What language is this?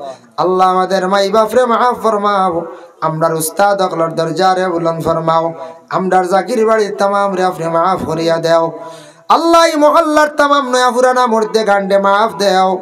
Sylheti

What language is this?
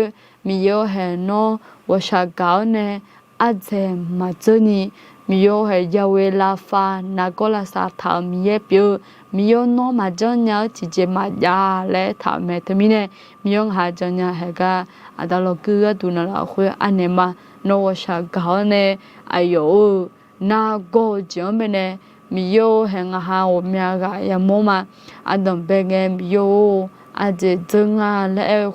Akha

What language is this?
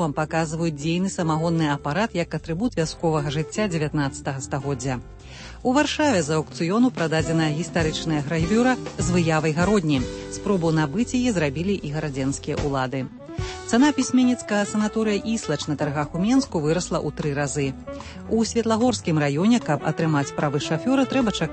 Belarusian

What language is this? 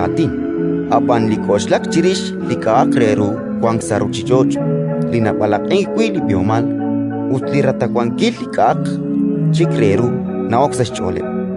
Kekchí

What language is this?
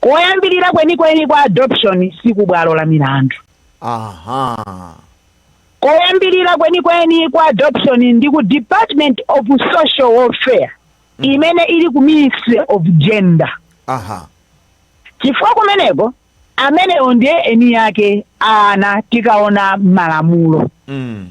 Nyanja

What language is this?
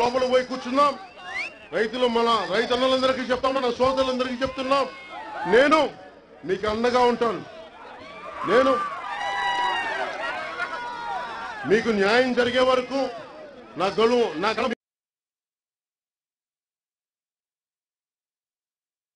Telugu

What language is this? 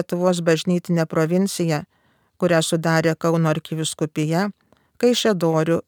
Lithuanian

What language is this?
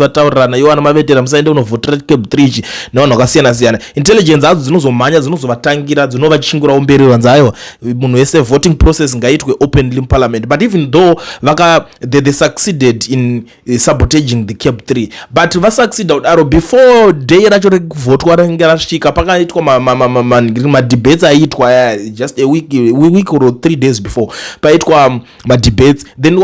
Shona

